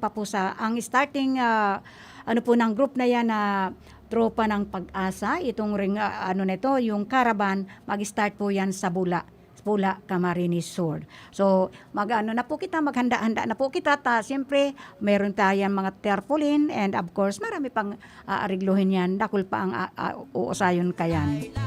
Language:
Bikol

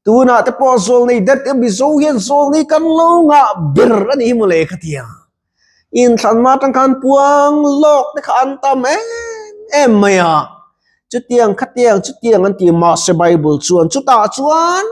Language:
Mizo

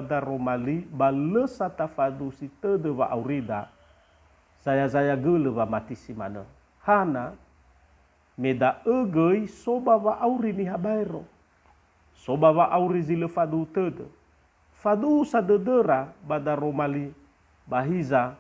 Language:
Nias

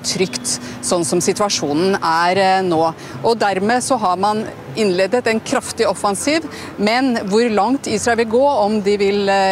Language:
Norwegian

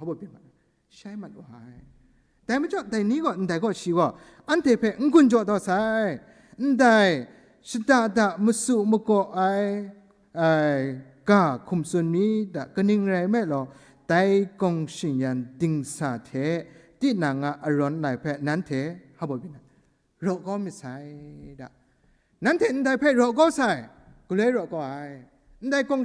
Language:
Kachin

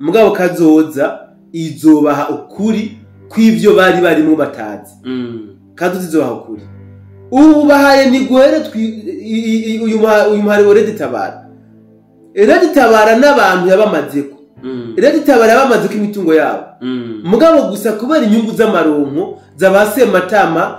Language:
Rundi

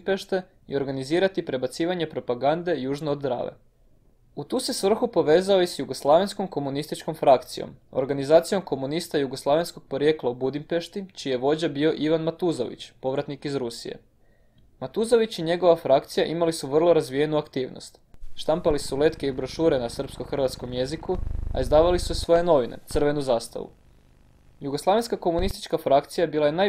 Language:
Croatian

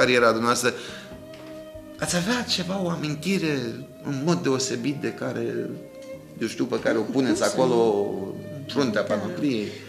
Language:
Romanian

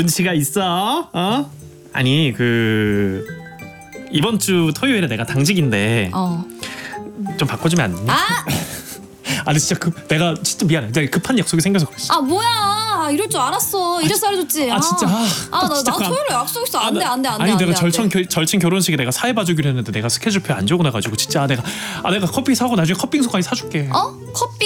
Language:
Korean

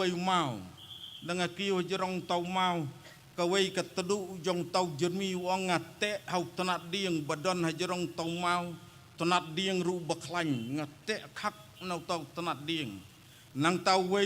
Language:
Khasi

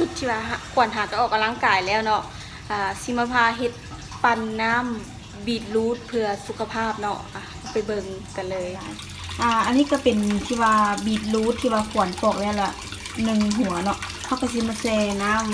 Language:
Lao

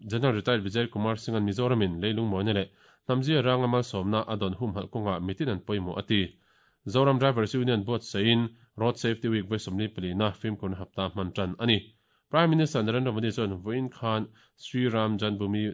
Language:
Mizo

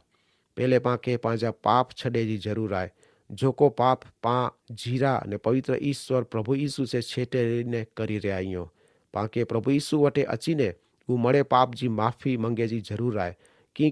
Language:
Kachhi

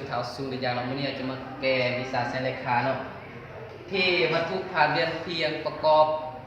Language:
Lao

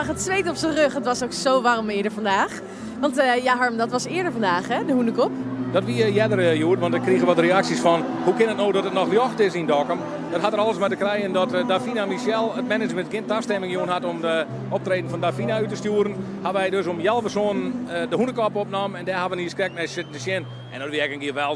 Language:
Western Frisian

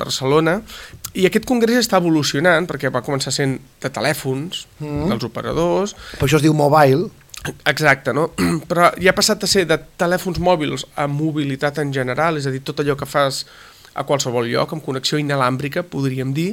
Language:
Catalan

